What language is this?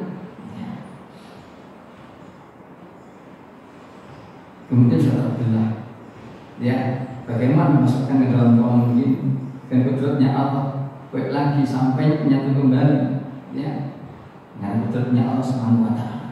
Indonesian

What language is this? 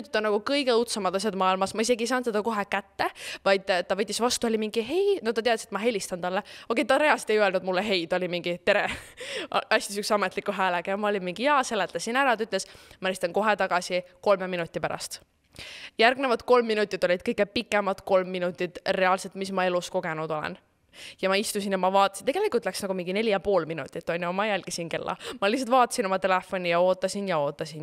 Estonian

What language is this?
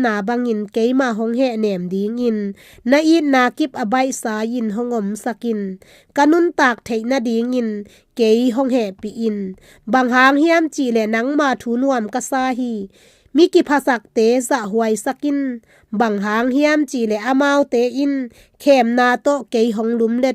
Tedim Chin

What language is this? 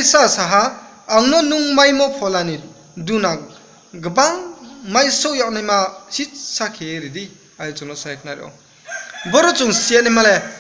Riang (India)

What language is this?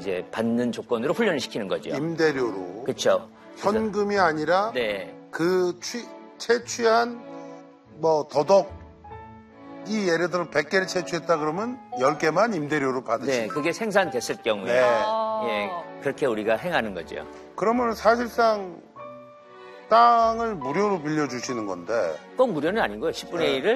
Korean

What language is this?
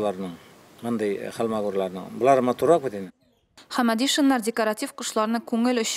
Tatar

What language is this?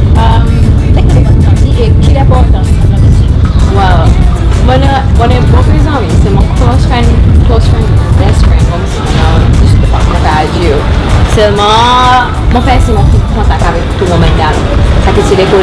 Seselwa Creole French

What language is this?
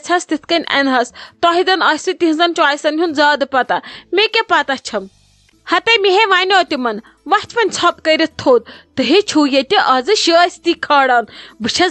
Kashmiri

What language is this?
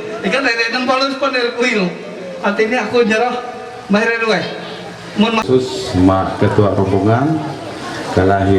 Ma'anyan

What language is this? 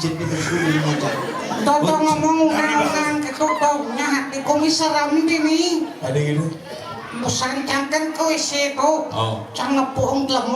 Balinese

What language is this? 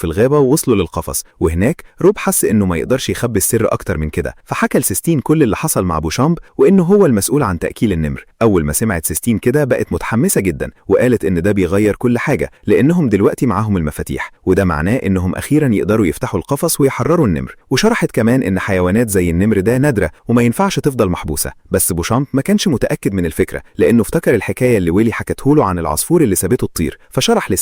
Egyptian Arabic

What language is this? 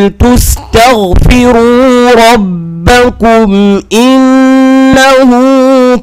Fula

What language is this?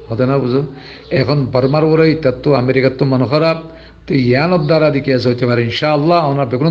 Rohingya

